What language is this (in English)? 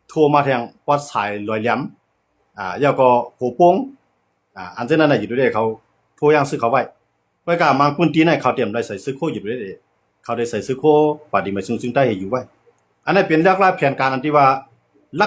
Shan